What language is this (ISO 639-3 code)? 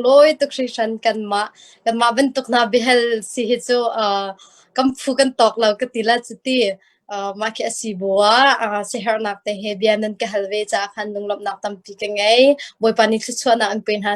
cnh